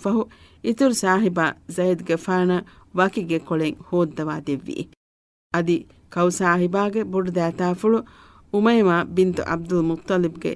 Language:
Divehi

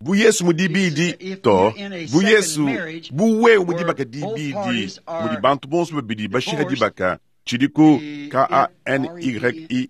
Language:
Luba-Lulua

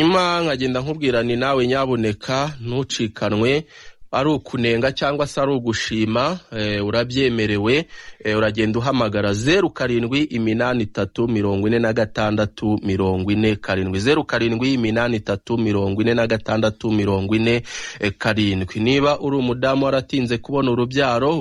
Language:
Kinyarwanda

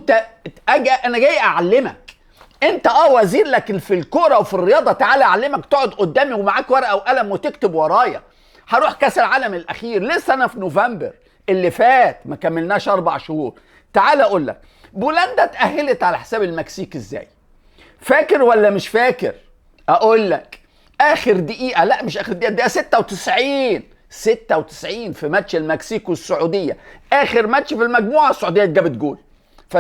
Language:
Egyptian Arabic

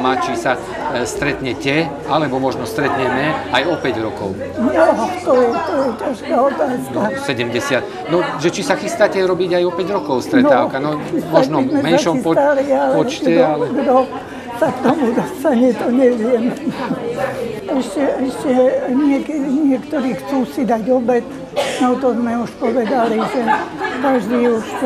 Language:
Slovak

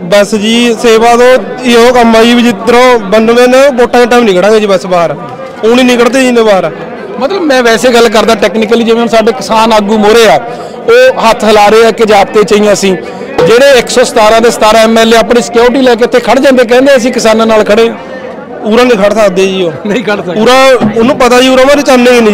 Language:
Punjabi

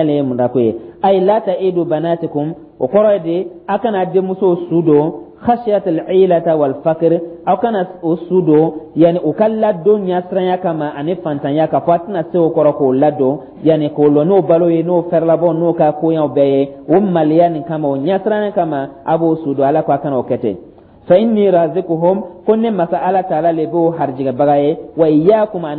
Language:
Dyula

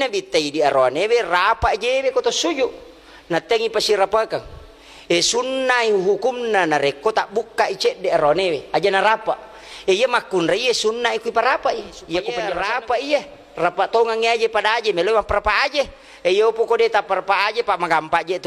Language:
Buginese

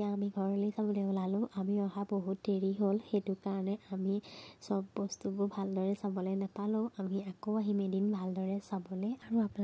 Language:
Assamese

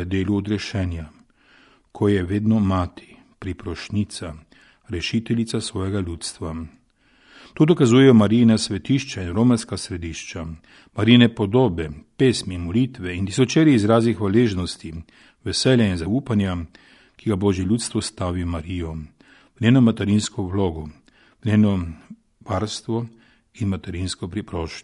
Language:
Slovenian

